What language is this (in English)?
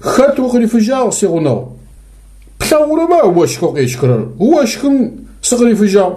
Adyghe